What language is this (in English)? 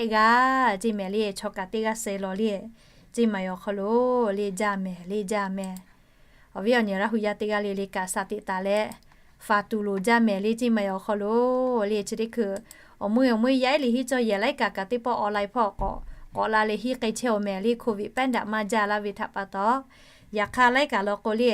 Lahu